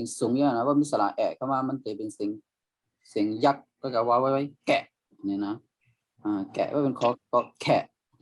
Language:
Shan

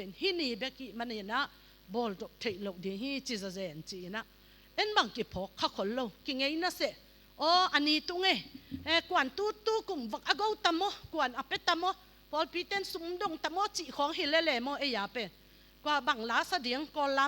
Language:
Tedim Chin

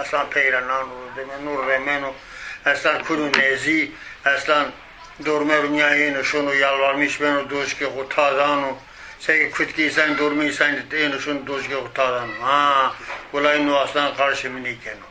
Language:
Zaza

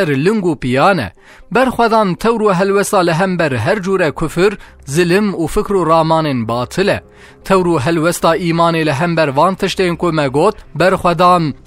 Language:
Kurdish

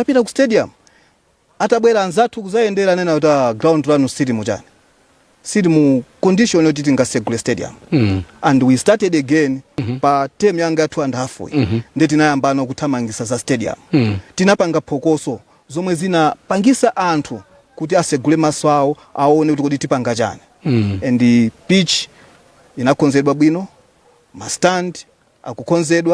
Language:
Nyanja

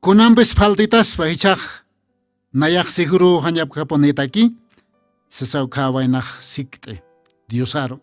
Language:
Aymara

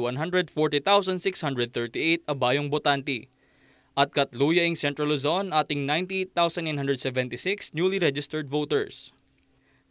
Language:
Pampanga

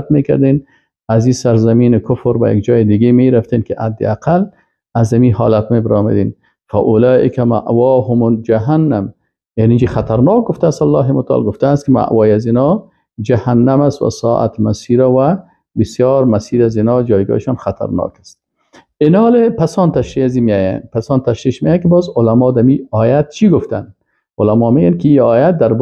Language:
Persian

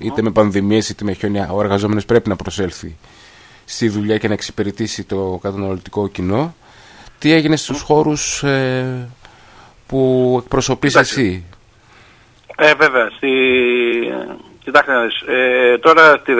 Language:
Greek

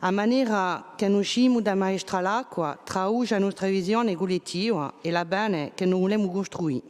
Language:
Corsican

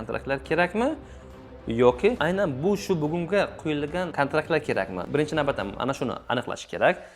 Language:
Uzbek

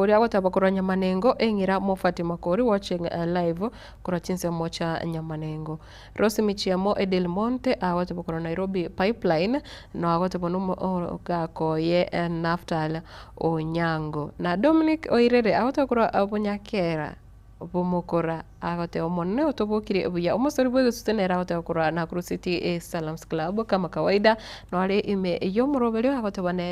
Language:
Gusii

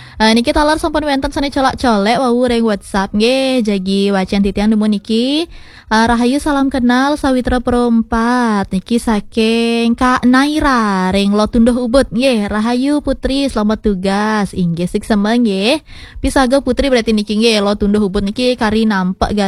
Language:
Balinese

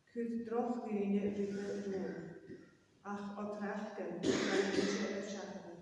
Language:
Scottish Gaelic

